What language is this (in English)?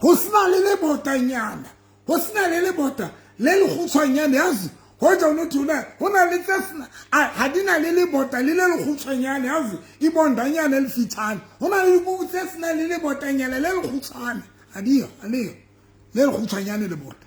Southern Sotho